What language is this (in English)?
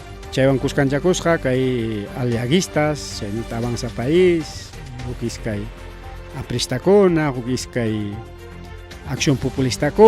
Ayacucho Quechua